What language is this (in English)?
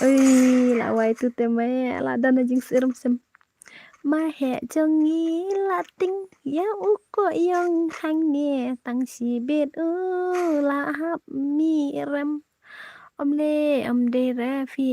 Khasi